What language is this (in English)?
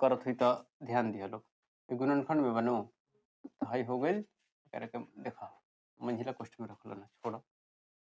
Bhojpuri